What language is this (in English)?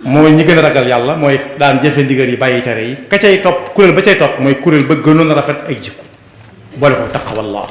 Wolof